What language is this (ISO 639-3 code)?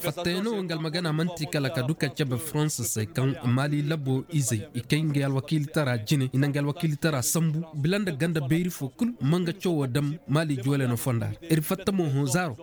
ses